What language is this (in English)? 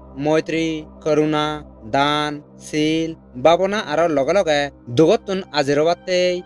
Chakma